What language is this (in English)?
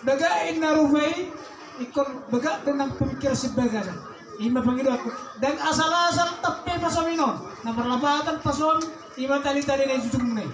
Batak Toba